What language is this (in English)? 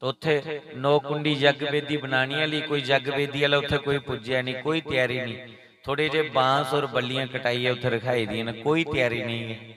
Dogri